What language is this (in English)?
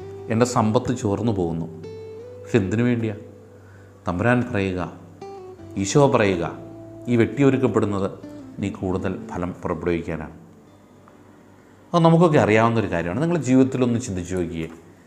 Malayalam